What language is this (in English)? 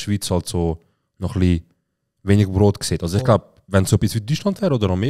Swiss German